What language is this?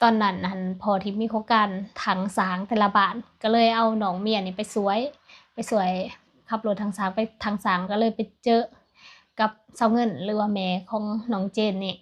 Lao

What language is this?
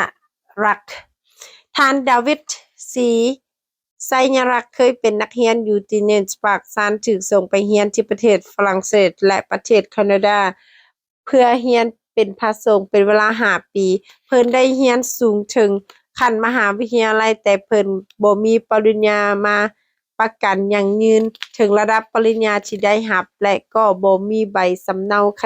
Lao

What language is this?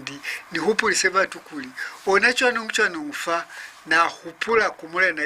Lozi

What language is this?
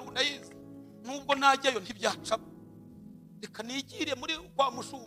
Kinyarwanda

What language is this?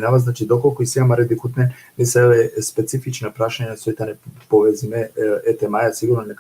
Balkan Romani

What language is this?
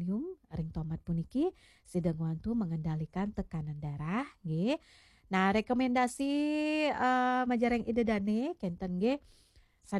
Balinese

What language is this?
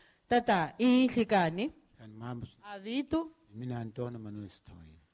Tsonga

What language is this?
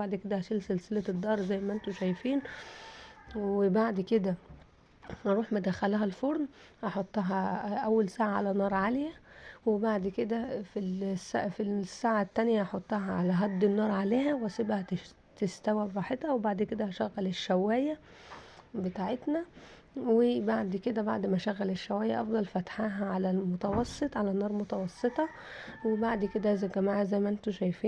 Egyptian Arabic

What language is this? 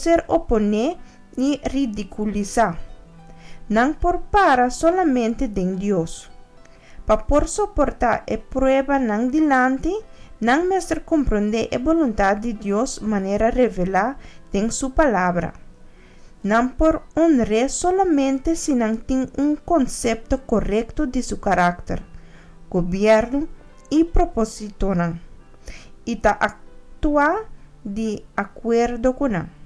Papiamento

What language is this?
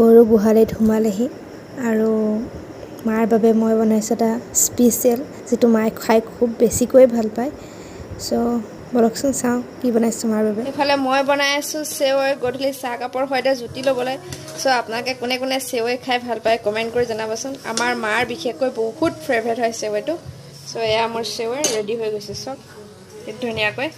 Assamese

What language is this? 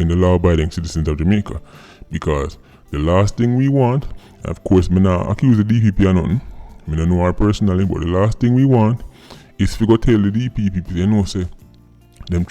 Jamaican Creole English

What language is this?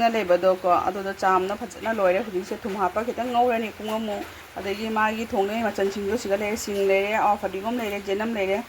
Manipuri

